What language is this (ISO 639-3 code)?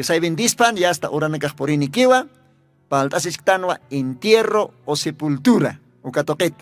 aym